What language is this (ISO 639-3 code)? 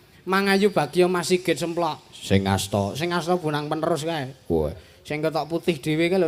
jav